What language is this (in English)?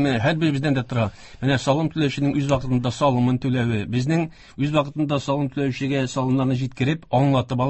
Tatar